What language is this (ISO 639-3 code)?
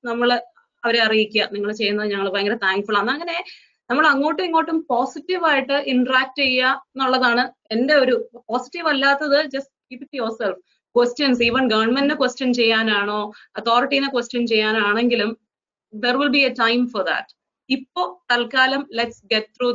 mal